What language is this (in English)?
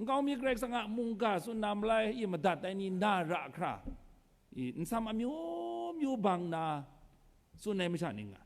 Kachin